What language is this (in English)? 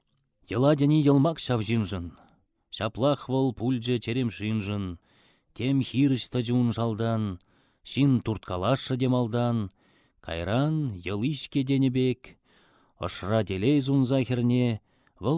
Chuvash